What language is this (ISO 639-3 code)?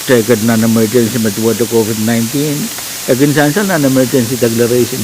pon